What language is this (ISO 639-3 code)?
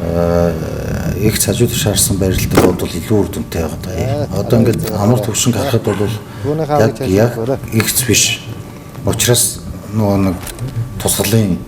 mon